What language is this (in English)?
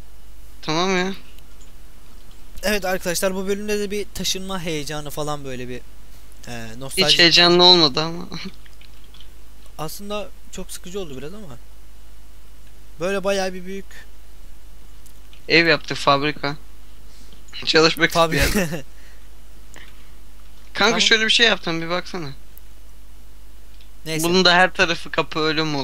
Turkish